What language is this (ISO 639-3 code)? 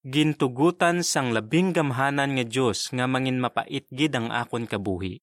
hil